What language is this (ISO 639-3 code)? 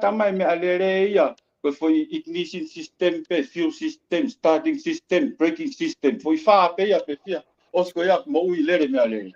ton